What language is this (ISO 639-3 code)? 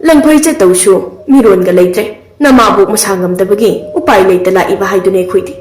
mni